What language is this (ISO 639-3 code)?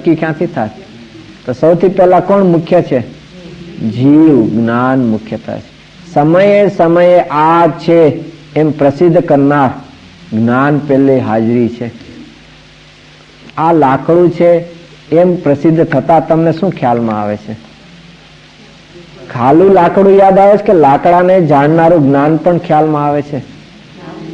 guj